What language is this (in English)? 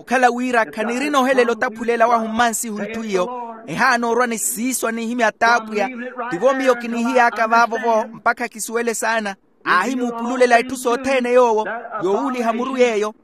Makhuwa